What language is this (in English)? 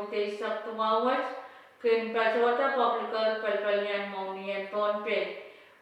Pohnpeian